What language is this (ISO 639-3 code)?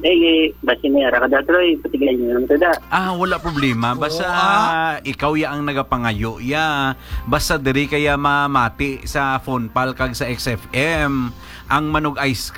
hil